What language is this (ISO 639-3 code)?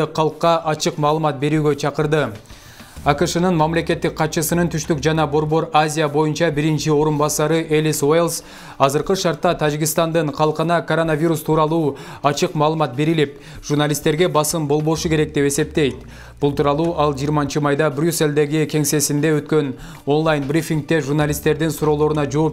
kir